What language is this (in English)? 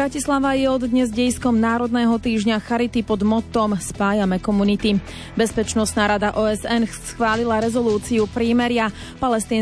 Slovak